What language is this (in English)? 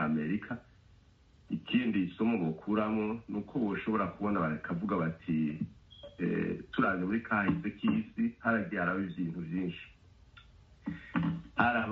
Kinyarwanda